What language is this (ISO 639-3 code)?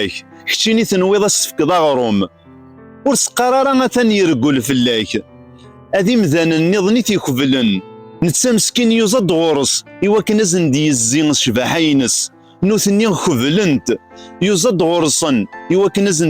kab